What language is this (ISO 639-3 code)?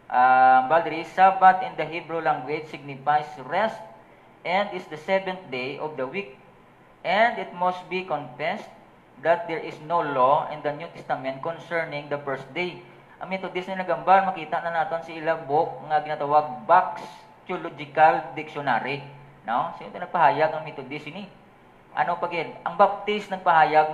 hil